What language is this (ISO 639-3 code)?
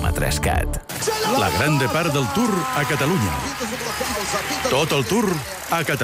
cat